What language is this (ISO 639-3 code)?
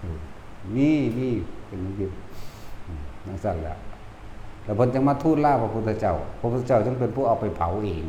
tts